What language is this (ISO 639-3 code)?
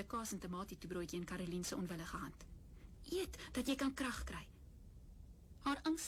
afr